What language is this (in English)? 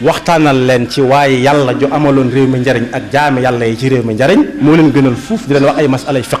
Wolof